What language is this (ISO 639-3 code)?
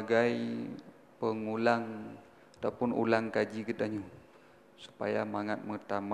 ace